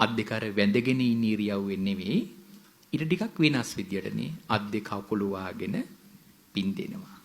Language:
Sinhala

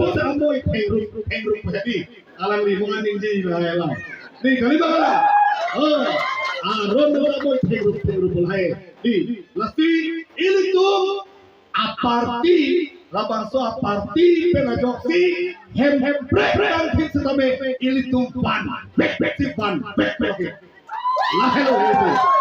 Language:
Karbi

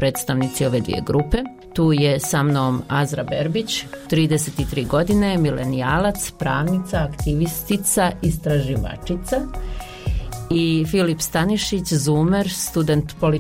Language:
Bosnian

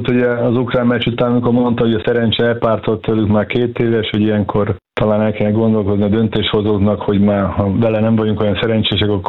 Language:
Hungarian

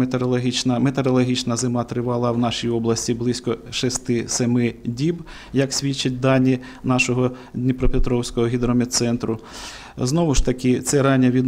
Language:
Ukrainian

